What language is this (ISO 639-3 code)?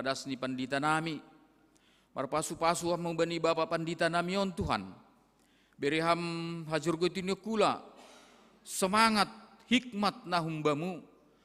bts